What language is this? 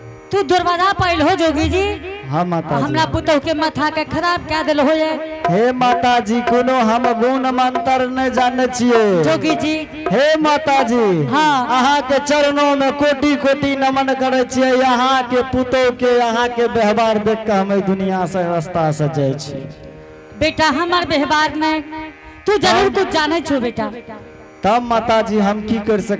Angika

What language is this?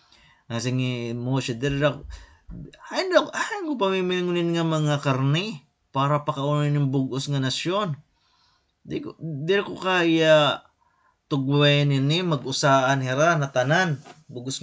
Waray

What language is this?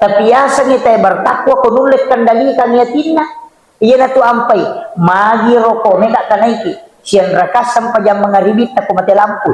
Buginese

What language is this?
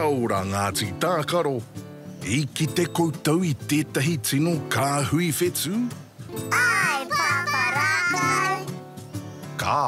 Māori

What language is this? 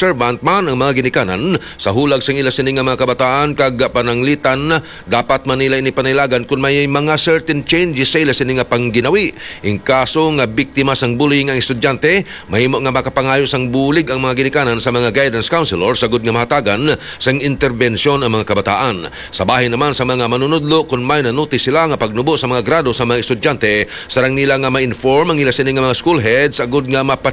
Hiligaynon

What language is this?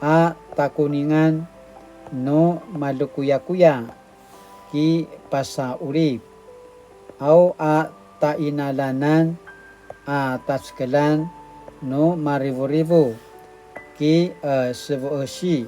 Paiwan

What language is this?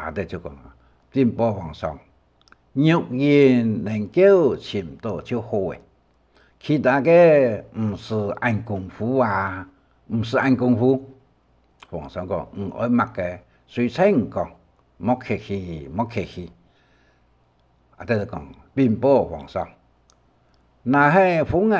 Hakka Chinese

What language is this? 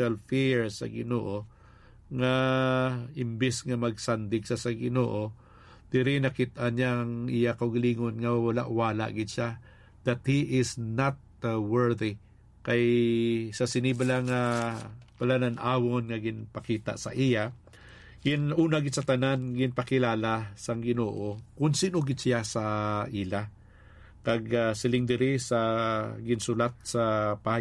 Hiligaynon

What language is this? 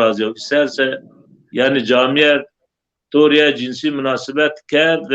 Zaza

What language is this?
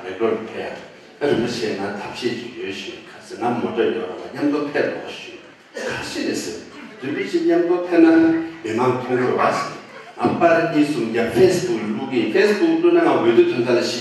Tibetan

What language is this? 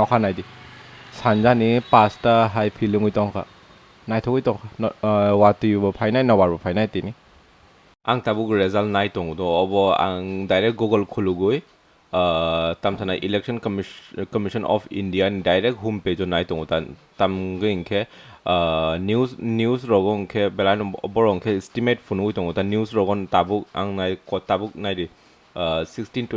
Kok Borok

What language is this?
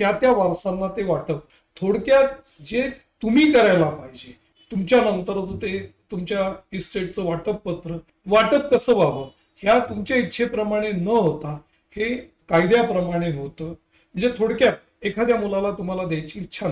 Marathi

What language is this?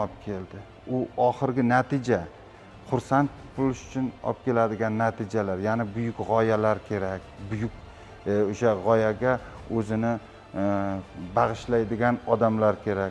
Uzbek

